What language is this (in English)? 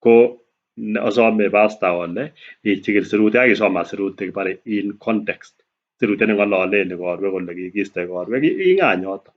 Kalenjin